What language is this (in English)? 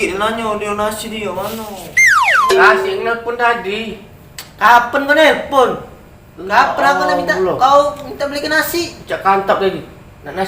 Musi